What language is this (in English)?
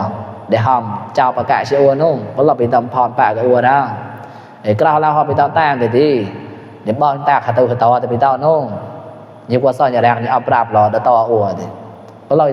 Mon